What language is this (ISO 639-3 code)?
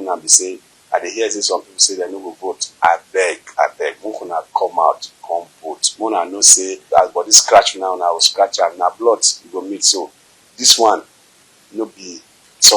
pcm